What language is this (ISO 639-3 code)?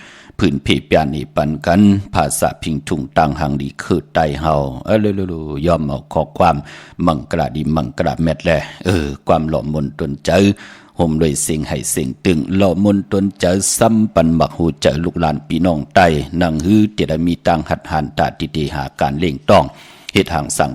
shn